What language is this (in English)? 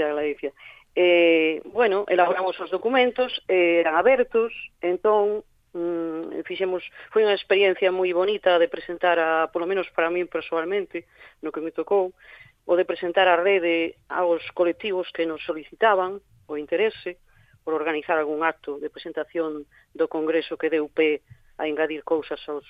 Galician